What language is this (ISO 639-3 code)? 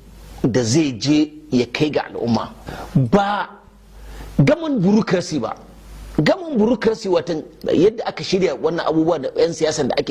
hau